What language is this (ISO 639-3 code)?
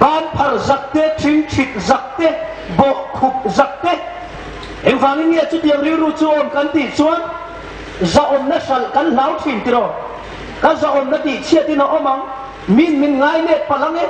hmr